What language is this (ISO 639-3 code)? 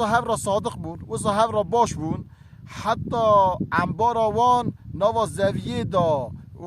kur